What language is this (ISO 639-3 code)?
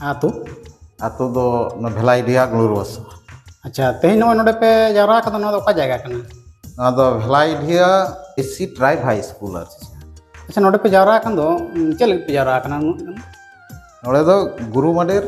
sat